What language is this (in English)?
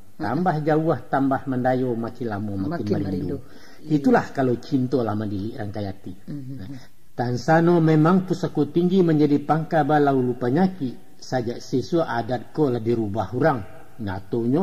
Minangkabau